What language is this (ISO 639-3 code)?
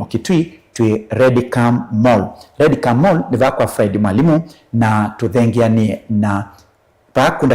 kam